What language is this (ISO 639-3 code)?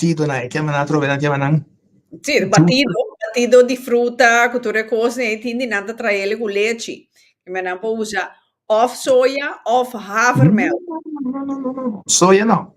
pap